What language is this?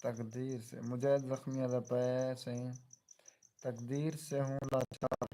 Saraiki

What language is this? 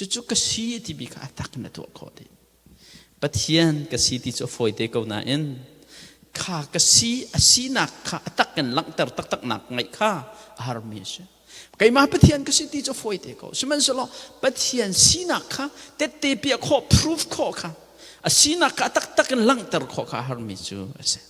Hakha Chin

